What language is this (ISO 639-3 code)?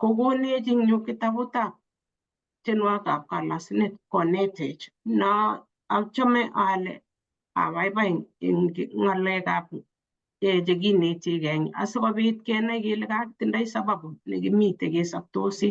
kln